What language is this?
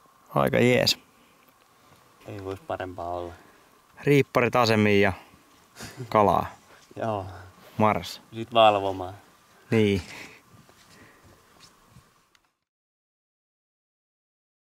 Finnish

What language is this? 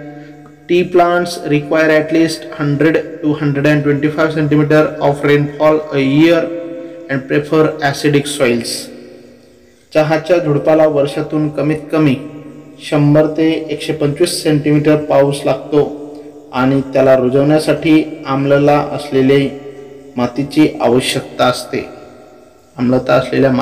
Marathi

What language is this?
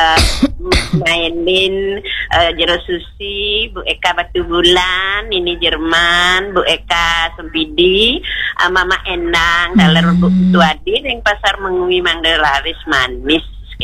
Balinese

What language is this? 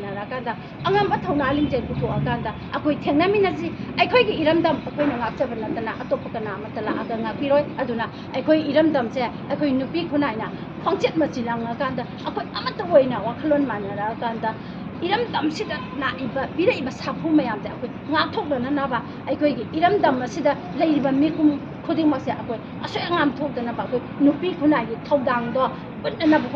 Manipuri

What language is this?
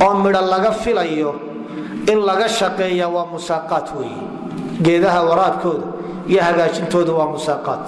Somali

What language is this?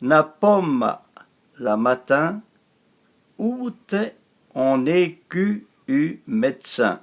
Arpitan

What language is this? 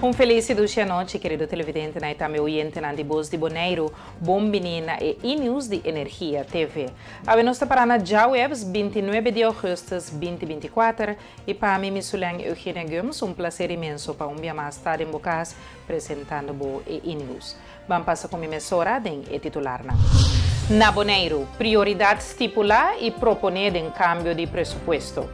Papiamento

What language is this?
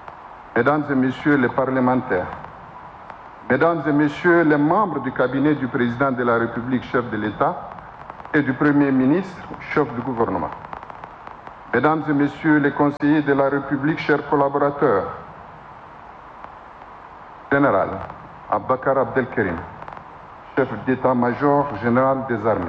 French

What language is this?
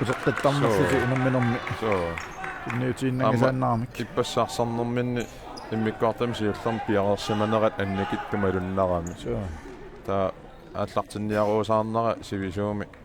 Kalaallisut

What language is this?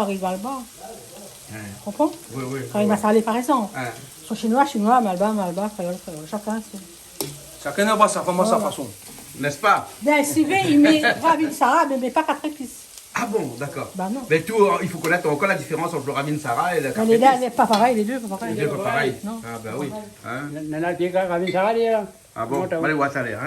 Réunion Creole French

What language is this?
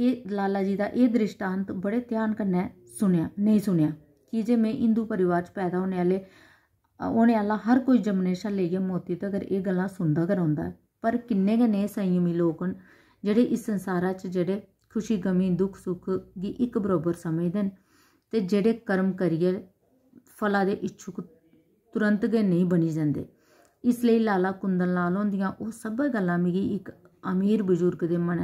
Dogri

